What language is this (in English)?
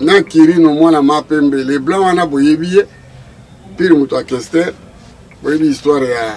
Lingala